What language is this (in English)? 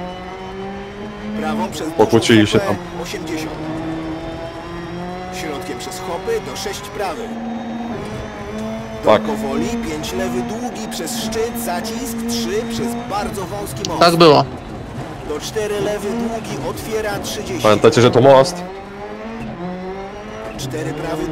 Polish